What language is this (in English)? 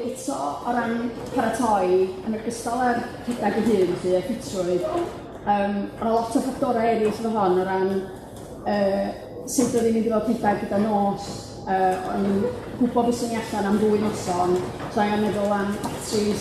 Welsh